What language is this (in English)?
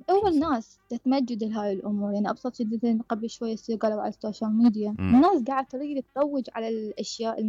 Mesopotamian Arabic